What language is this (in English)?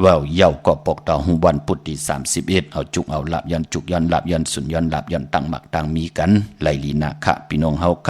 Shan